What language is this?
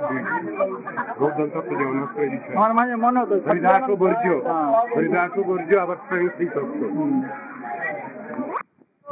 Bangla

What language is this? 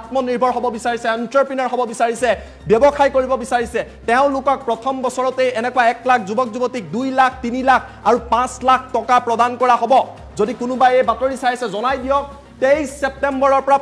Assamese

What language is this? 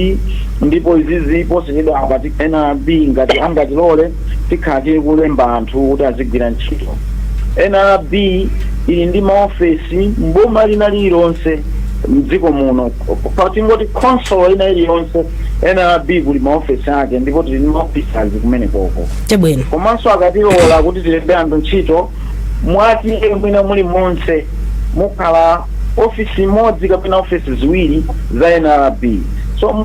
Nyanja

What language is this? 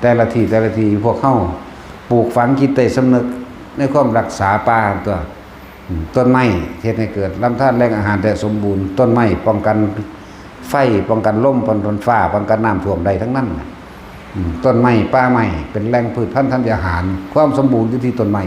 Lao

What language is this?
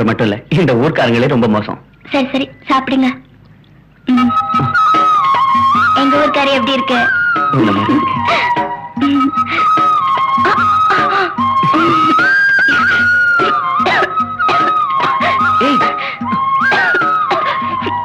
Tamil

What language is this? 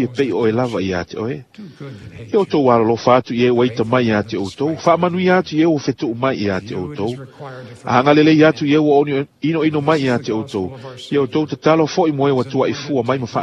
Samoan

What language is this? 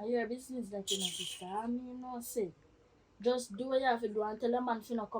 Jamaican Creole English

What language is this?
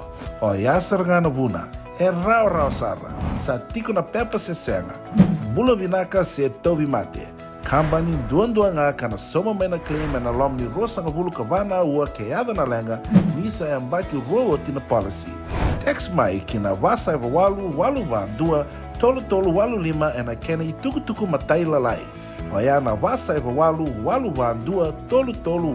Fijian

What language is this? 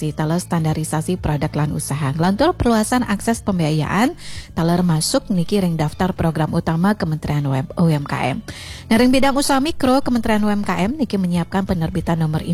Balinese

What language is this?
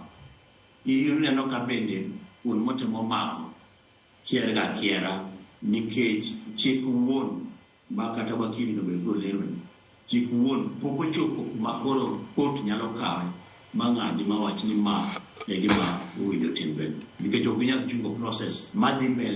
Luo (Kenya and Tanzania)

